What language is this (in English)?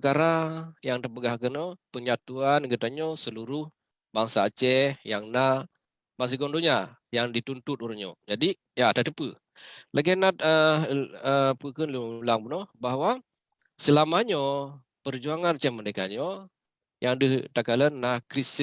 Achinese